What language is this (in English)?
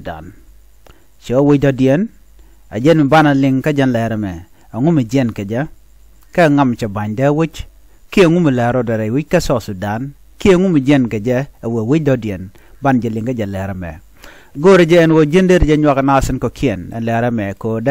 Nuer